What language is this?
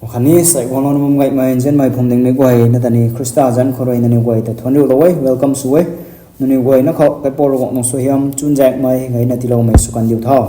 Rongmei Naga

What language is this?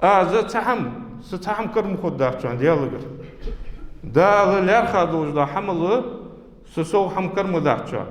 Ingush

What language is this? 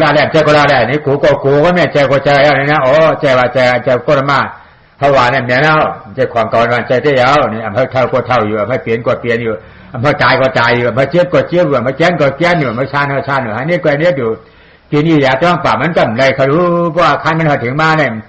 Shan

